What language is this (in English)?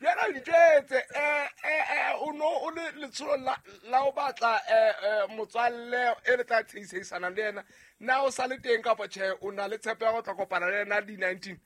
Southern Sotho